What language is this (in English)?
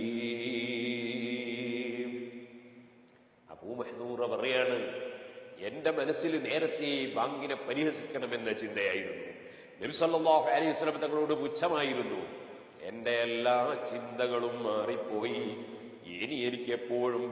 Malayalam